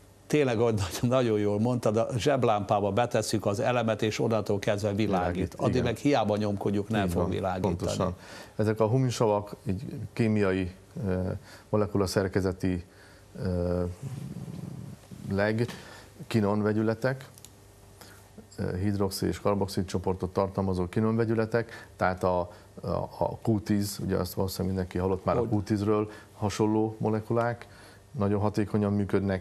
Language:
Hungarian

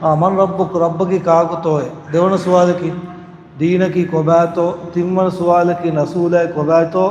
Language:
Divehi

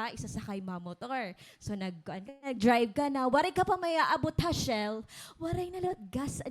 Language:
Waray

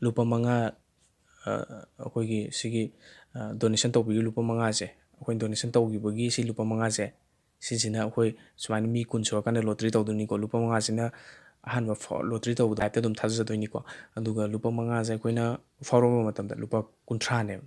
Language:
Manipuri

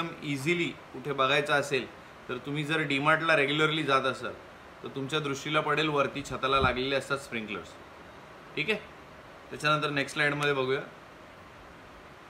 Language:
Marathi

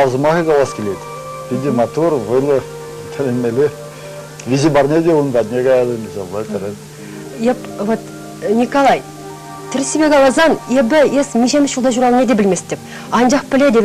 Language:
Chuvash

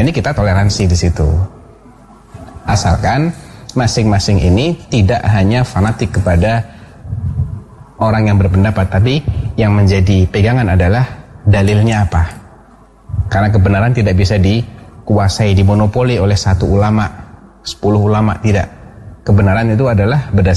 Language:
Indonesian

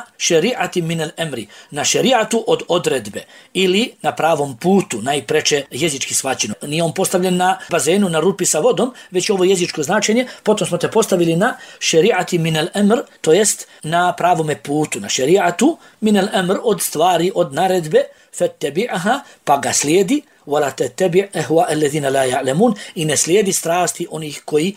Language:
Bosnian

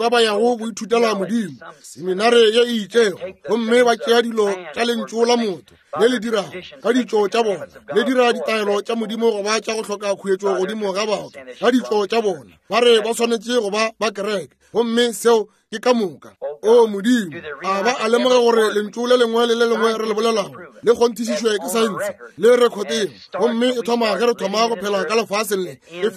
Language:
Northern Sotho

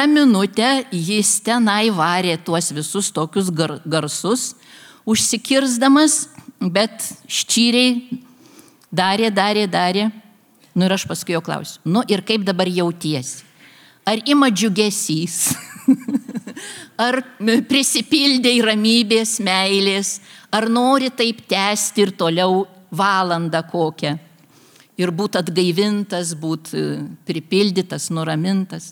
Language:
Lithuanian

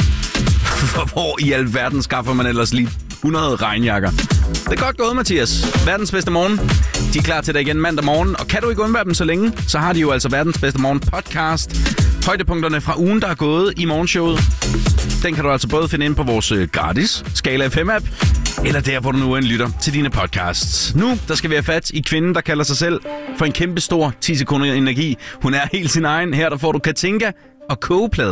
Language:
Danish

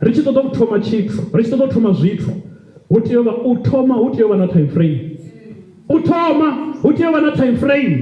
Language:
Venda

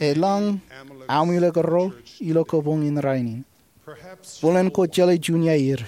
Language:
Marshallese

